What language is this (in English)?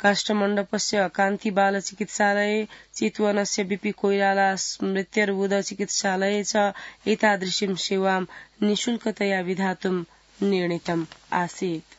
Sanskrit